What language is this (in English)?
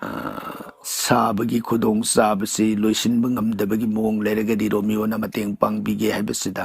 Manipuri